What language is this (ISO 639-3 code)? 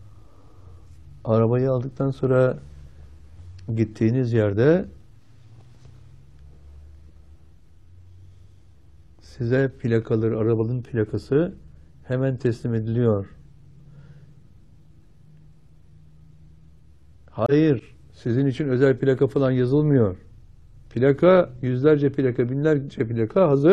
tur